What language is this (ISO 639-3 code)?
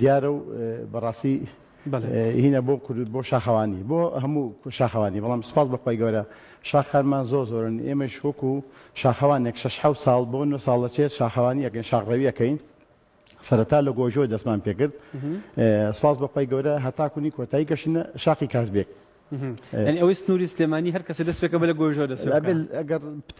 ckb